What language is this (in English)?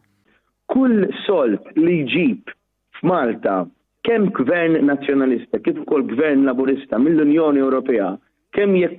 Maltese